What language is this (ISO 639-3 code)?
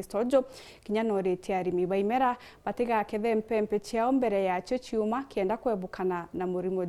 mer